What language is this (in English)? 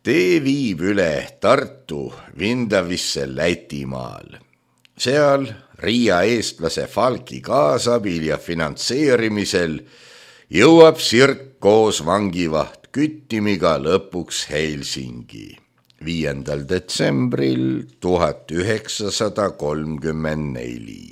Estonian